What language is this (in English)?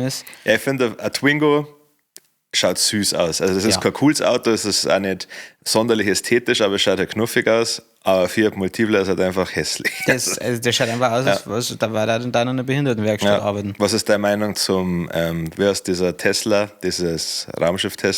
Bavarian